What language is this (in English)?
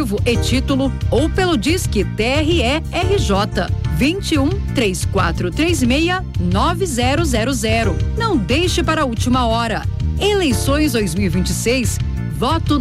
Portuguese